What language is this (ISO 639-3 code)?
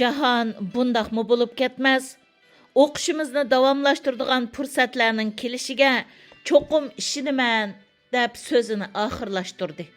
uig